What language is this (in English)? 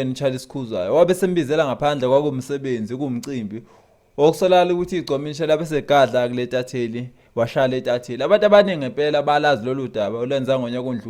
Zulu